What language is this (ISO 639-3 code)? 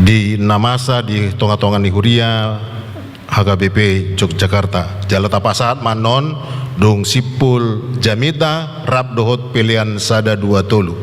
bbc